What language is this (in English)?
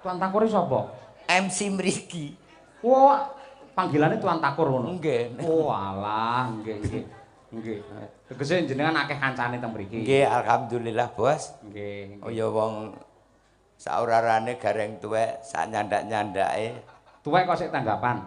Javanese